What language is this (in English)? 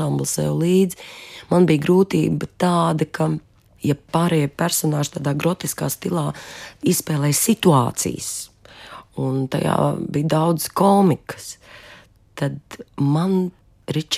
Latvian